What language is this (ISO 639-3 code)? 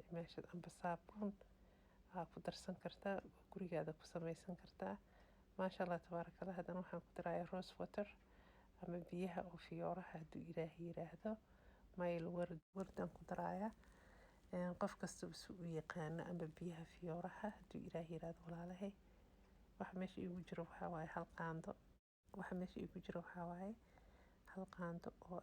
som